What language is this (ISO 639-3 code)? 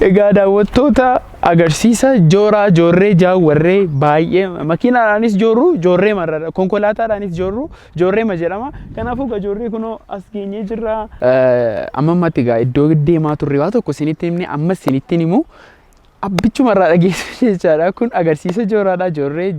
orm